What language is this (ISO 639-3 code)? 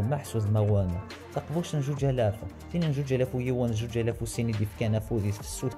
kab